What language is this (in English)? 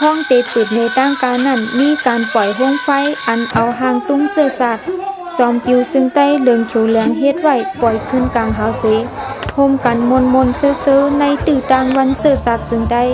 Shan